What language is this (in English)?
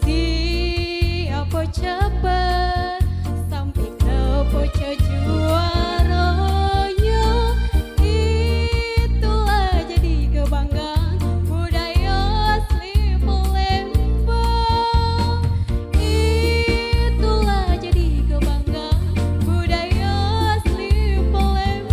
Musi